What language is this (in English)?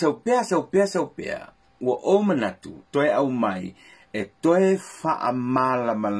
Samoan